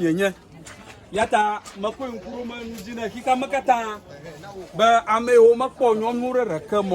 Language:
Ewe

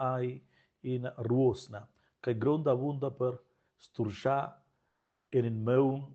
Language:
Romansh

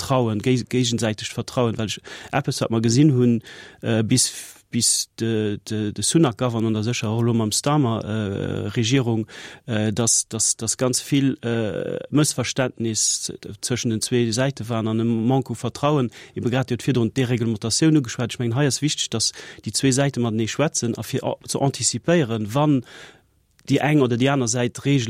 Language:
Luxembourgish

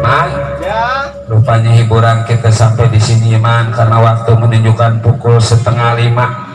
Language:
Betawi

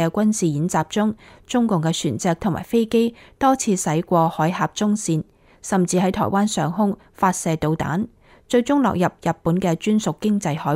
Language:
Cantonese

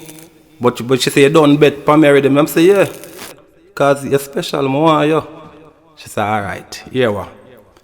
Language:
Jamaican Creole English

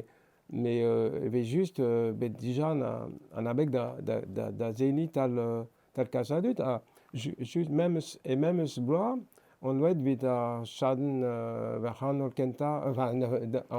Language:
Breton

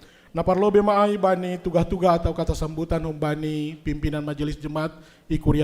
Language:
Batak Simalungun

